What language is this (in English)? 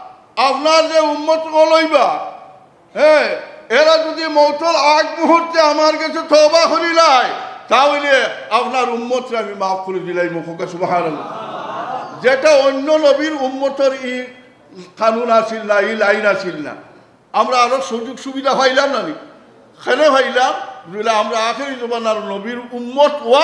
Sylheti